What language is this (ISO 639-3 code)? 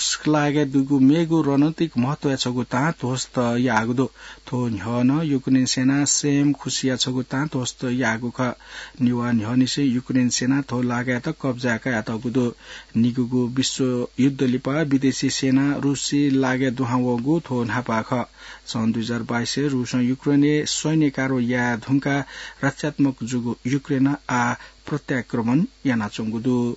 new